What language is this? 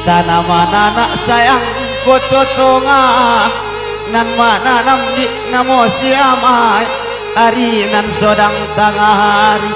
Minangkabau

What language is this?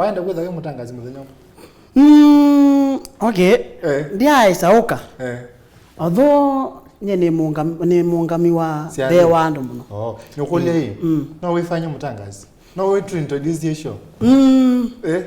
Kamba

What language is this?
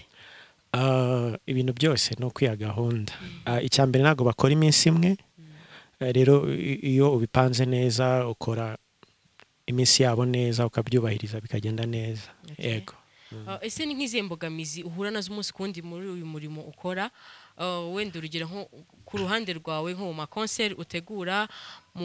Kinyarwanda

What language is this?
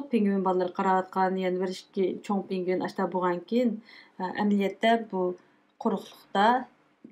Uyghur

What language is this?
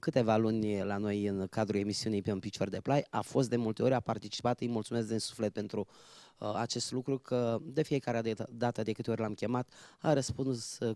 Romanian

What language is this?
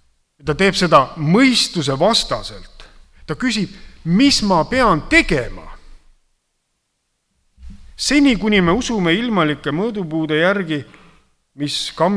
Estonian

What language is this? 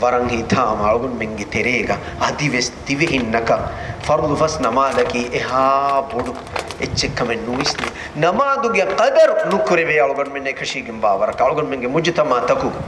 Divehi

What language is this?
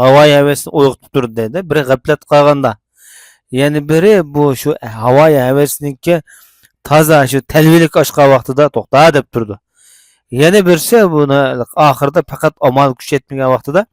Uyghur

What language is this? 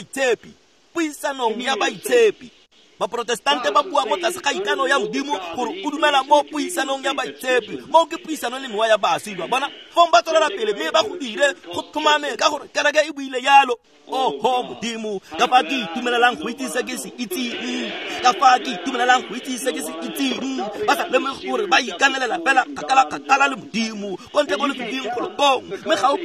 Tswana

